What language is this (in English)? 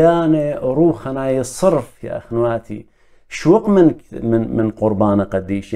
Assyrian Neo-Aramaic